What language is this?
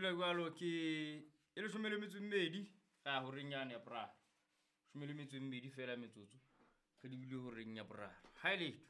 Southern Sotho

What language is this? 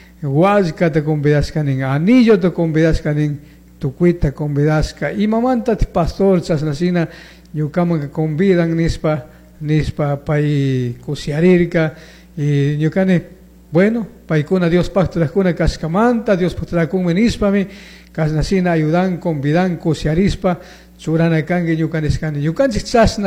Chimborazo Highland Quichua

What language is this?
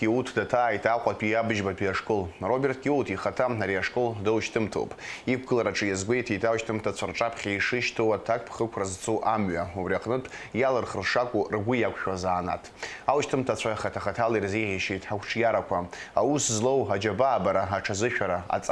Abkhazian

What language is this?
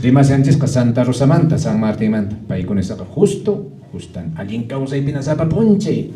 Quechua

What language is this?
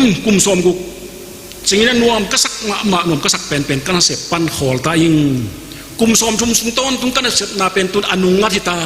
Tedim Chin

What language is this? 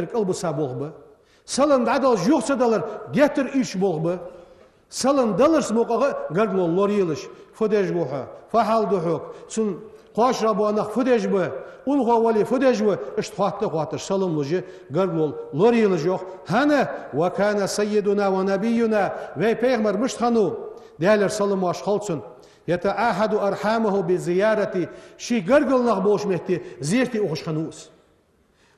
Ingush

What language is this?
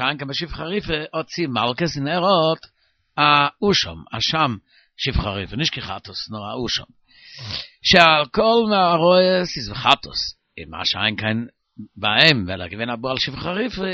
Yiddish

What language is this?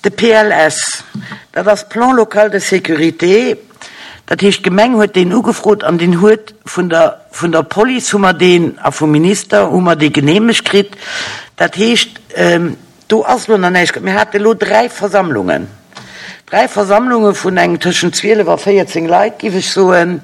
Luxembourgish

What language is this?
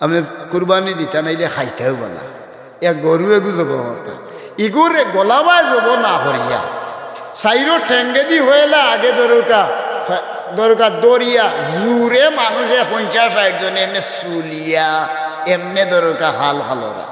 Sylheti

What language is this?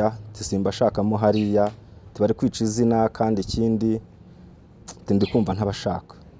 Kinyarwanda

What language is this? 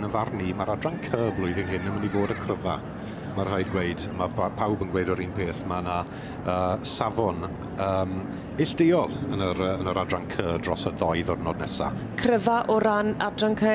Welsh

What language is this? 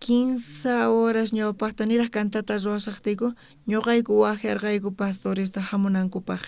South Bolivian Quechua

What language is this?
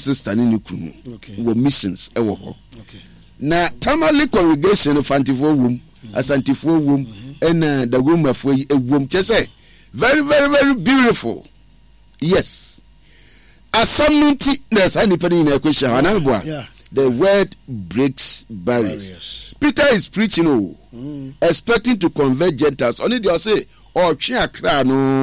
Akan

